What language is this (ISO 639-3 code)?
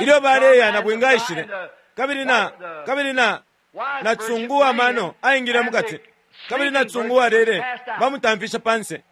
bem